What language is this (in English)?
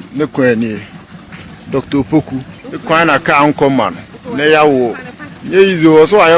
Akan